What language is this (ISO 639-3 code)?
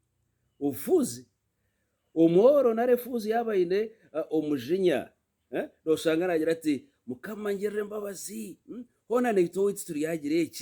nyn